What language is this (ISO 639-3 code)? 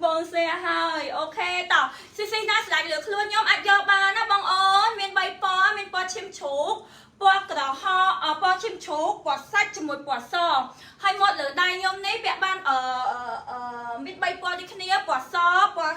khm